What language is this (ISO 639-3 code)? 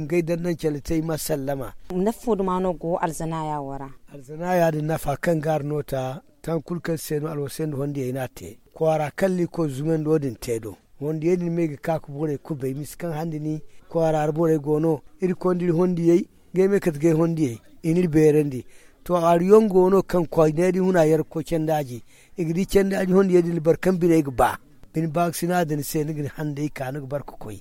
dje